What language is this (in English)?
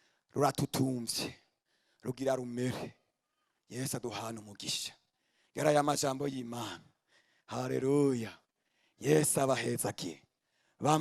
Rundi